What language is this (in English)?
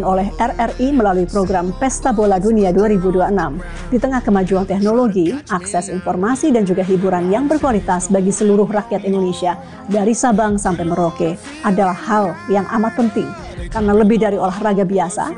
Indonesian